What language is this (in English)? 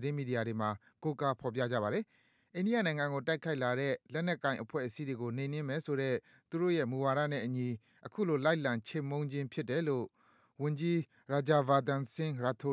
Burmese